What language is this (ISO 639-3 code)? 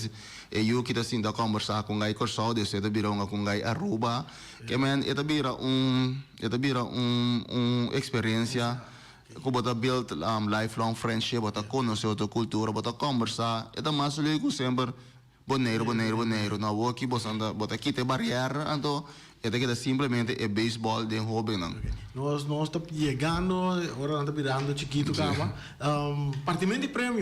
pap